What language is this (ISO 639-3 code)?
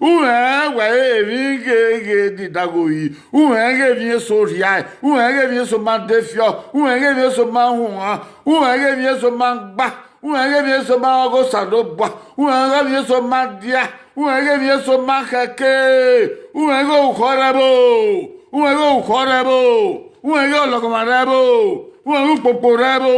bin